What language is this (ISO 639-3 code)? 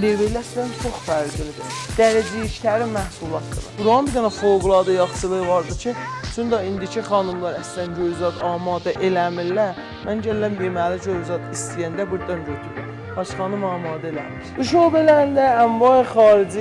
azb